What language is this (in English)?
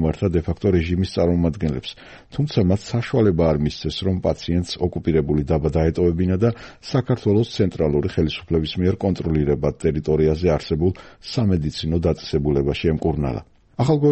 Georgian